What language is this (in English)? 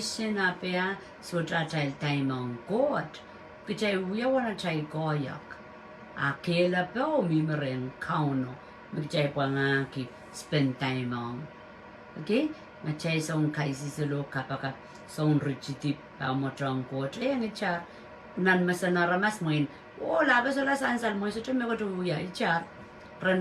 Pohnpeian